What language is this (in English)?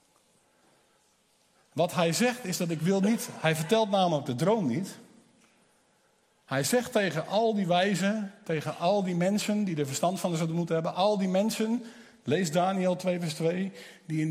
Dutch